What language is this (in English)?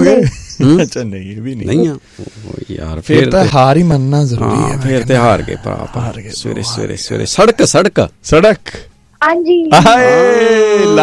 Punjabi